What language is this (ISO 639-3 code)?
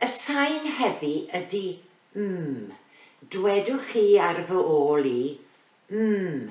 cym